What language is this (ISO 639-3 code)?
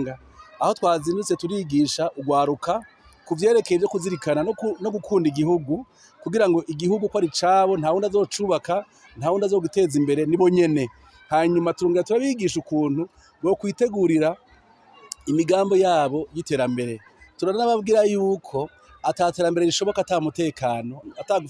run